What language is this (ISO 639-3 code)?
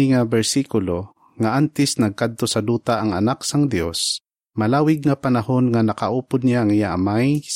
hil